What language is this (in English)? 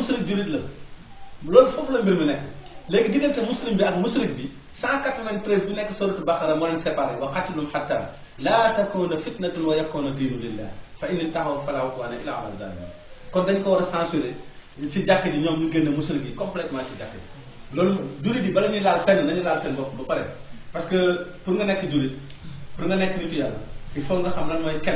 Wolof